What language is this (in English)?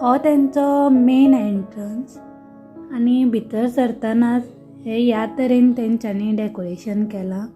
Konkani